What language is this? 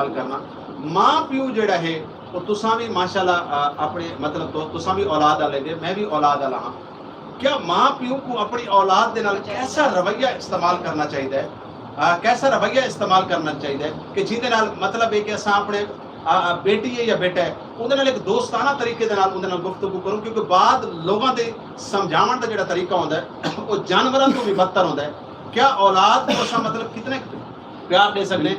Saraiki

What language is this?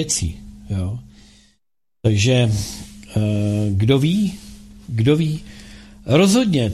Czech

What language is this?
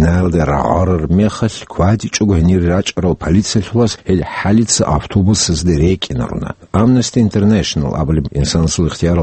Avaric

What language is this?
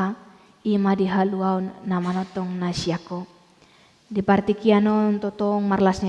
Batak Toba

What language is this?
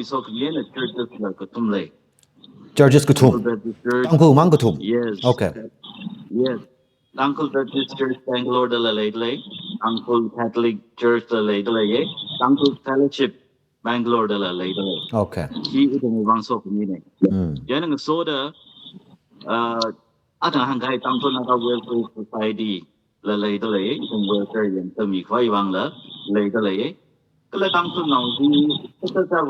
Tangkhul Naga (India)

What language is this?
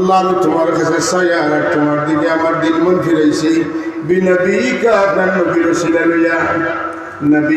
Sylheti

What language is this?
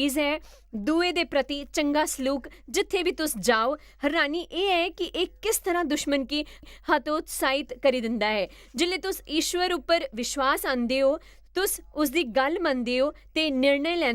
Dogri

